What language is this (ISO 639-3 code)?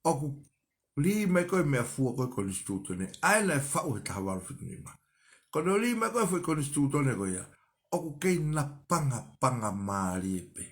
ton